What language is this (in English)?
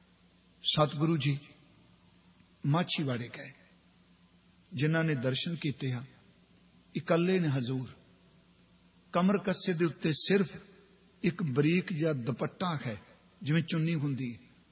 Punjabi